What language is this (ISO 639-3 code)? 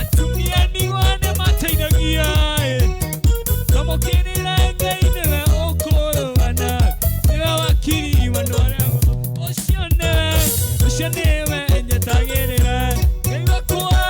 kik